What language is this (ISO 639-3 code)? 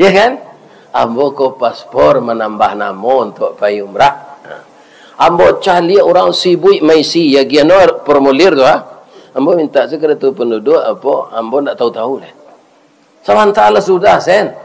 min